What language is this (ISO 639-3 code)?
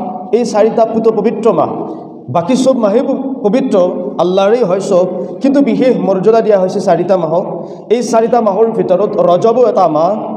asm